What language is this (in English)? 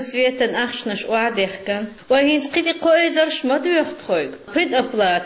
Chechen